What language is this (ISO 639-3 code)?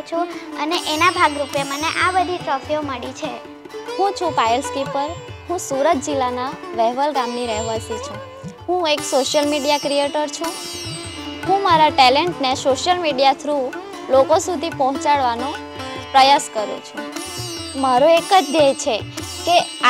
guj